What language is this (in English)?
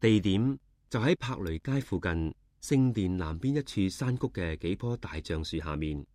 Cantonese